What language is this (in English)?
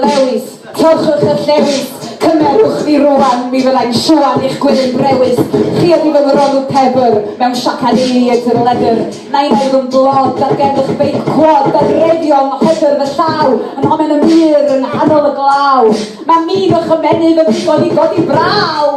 Welsh